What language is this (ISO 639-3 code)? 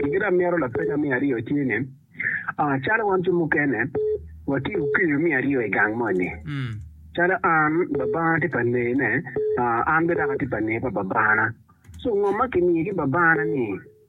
ach